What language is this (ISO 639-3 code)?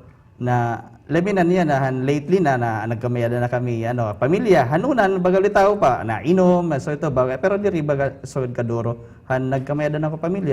war